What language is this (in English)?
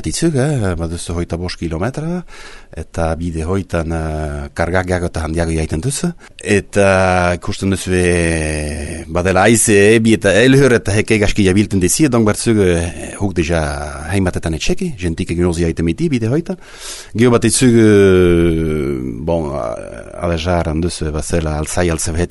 Basque